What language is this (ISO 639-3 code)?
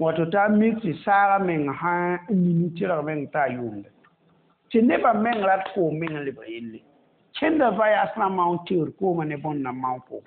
mos